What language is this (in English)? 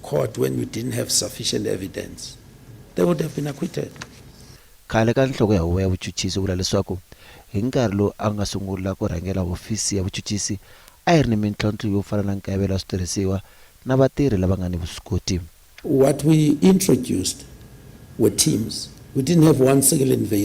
Tsonga